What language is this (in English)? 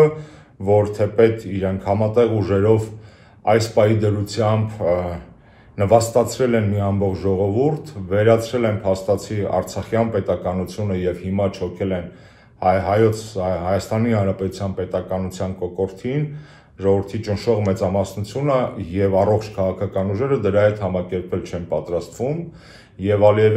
Armenian